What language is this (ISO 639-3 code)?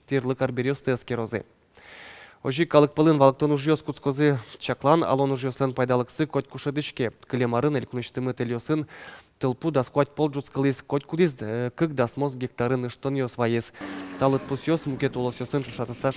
udm